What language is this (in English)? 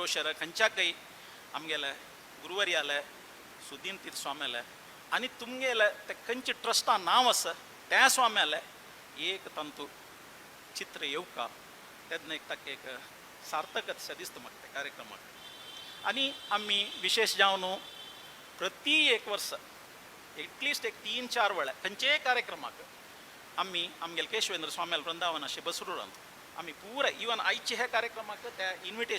Konkani